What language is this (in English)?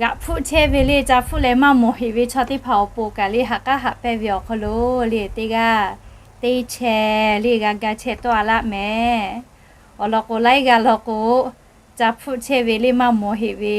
Lahu